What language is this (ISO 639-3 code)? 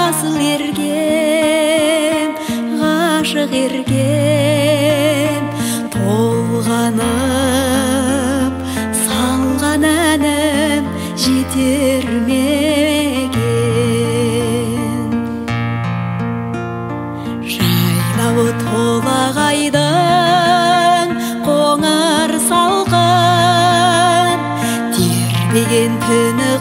kaz